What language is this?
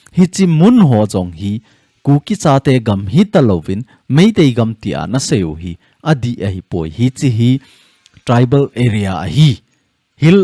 Thado Chin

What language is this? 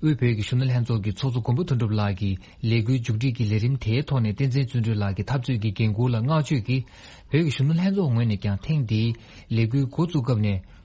Tibetan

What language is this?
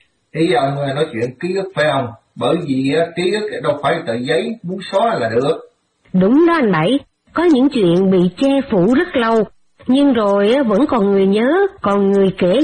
Vietnamese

